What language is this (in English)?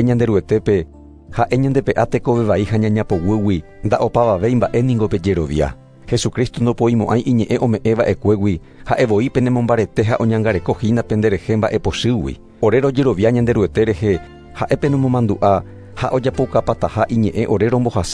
Guarani